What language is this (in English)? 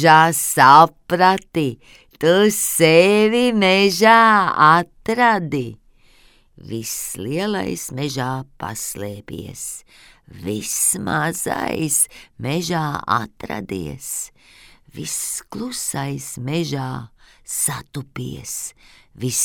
Latvian